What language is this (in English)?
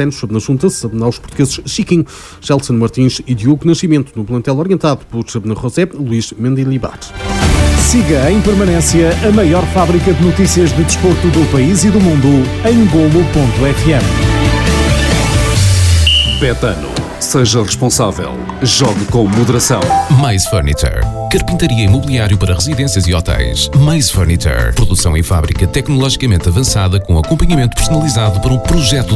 Portuguese